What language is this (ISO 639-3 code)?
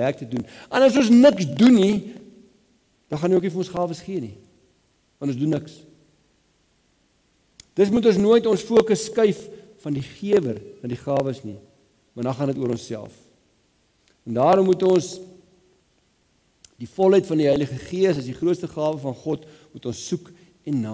afr